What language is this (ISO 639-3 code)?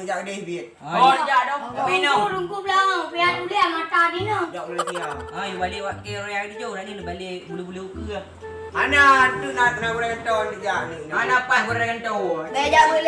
ace